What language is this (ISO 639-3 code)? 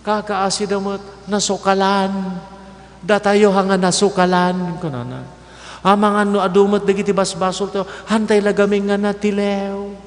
ilo